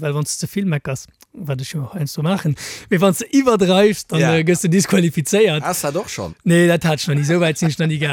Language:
Luxembourgish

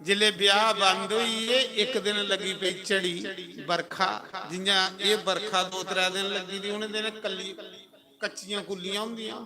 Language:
Dogri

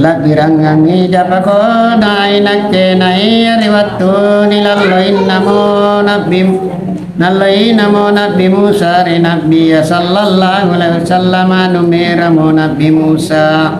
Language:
Makasar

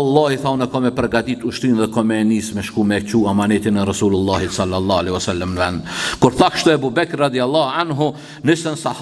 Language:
Albanian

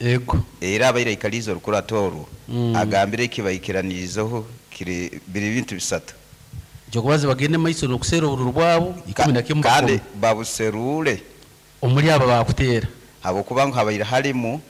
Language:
Nyankole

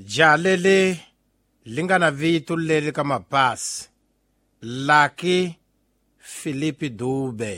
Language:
Tsonga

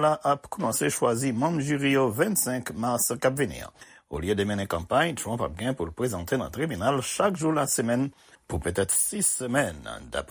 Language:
Haitian Creole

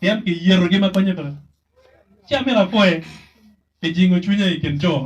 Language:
Acoli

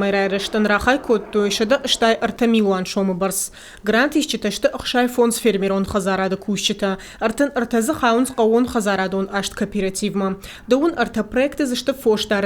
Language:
Ossetic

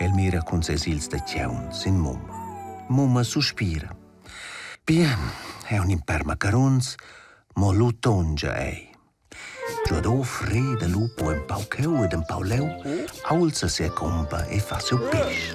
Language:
Romansh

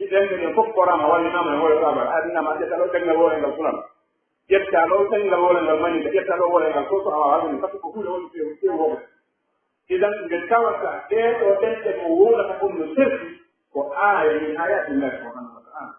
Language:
Pular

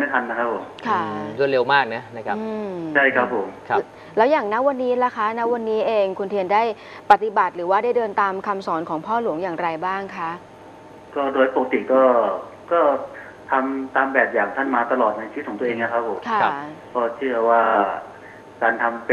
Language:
Thai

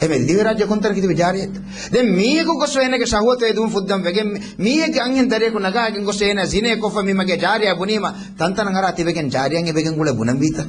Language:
Divehi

